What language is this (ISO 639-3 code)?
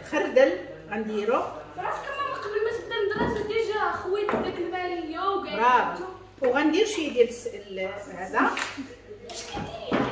ary